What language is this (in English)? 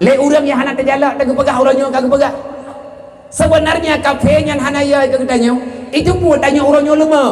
Achinese